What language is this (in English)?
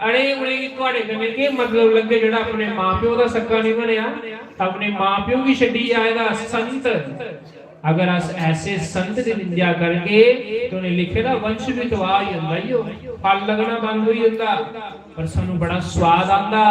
Dogri